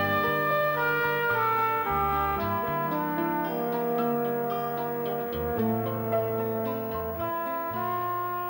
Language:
Gujarati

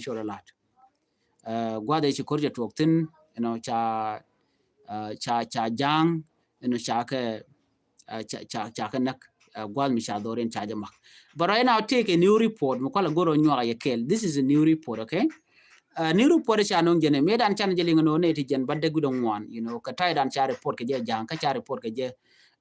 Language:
Nuer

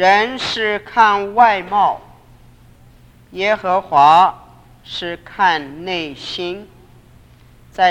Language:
Chinese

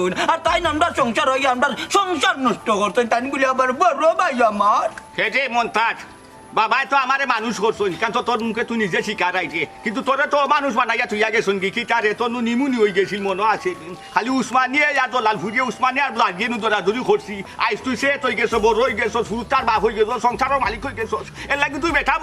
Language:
Sylheti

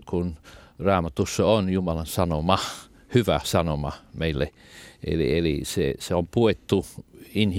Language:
Finnish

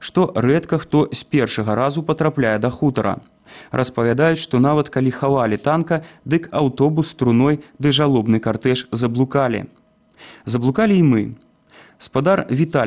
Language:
Belarusian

